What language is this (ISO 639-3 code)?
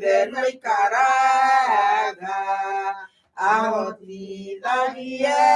kik